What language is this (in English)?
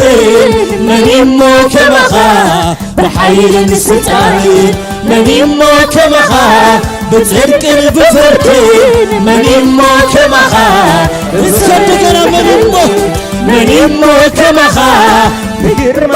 Tigrinya